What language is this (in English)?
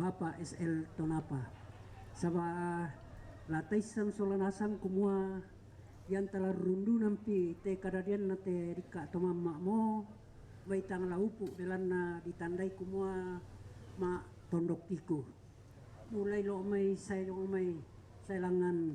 Toraja-Sa'dan